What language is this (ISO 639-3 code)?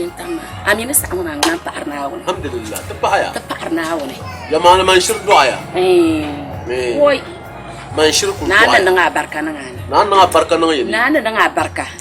dag